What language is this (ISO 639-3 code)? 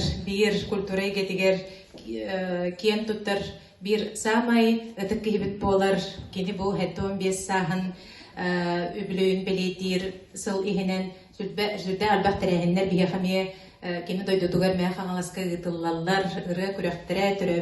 sah